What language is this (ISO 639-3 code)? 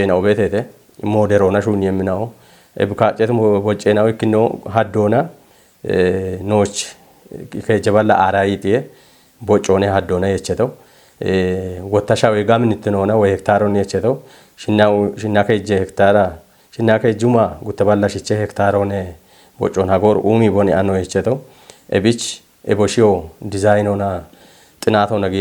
kbr